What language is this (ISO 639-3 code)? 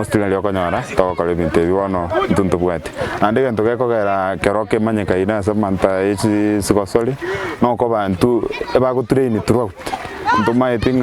guz